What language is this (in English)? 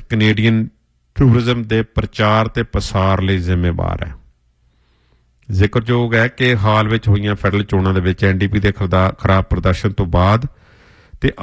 Punjabi